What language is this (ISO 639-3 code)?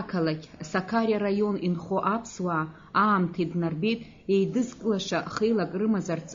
abk